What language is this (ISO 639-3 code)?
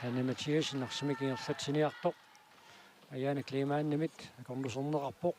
kal